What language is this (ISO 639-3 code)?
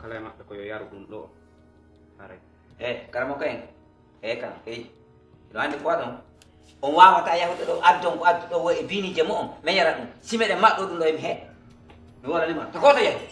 ful